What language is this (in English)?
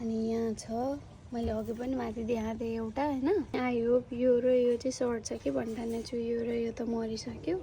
Nepali